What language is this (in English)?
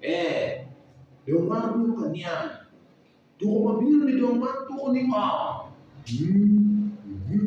Acoli